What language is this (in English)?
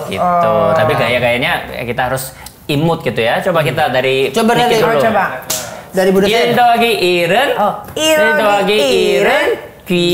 Indonesian